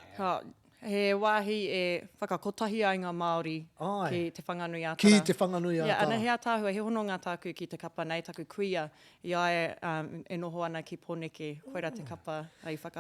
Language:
Māori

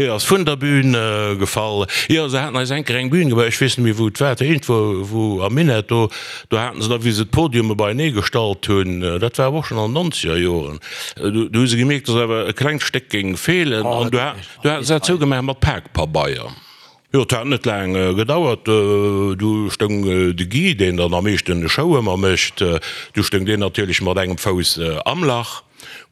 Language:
Luxembourgish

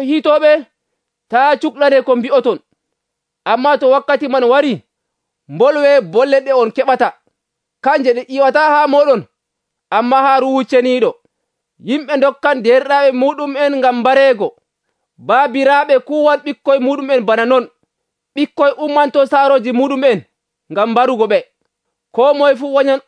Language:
Nigerian Fulfulde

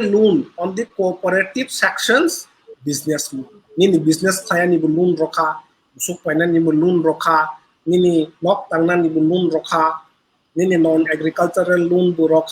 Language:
Kok Borok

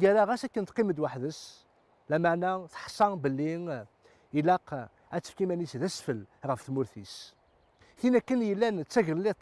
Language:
Kabyle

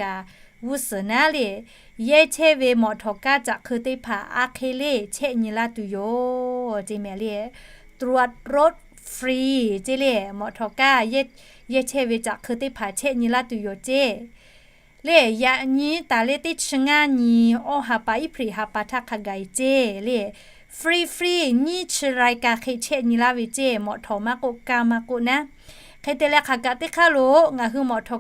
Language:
Lahu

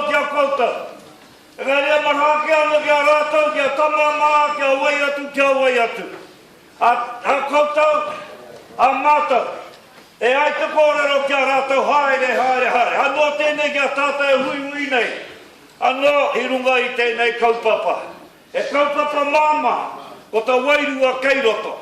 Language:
Māori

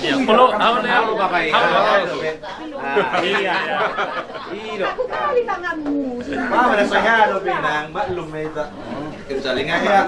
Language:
Batak Toba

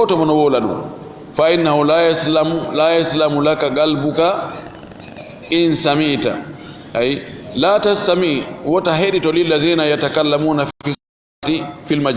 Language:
Fula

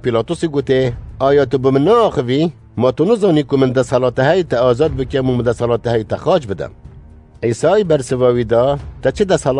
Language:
Kurdish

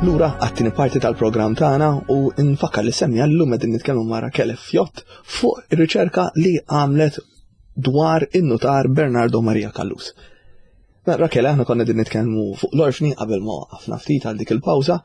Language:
Maltese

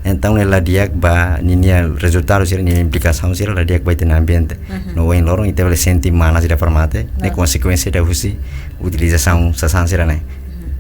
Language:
Tetum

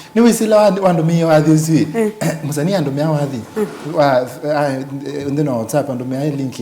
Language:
Kamba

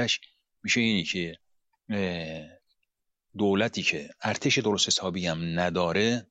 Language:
Persian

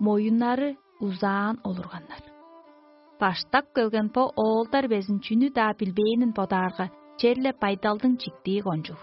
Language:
Tuvinian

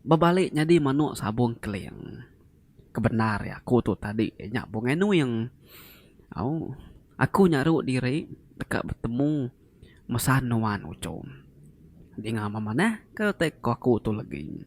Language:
Iban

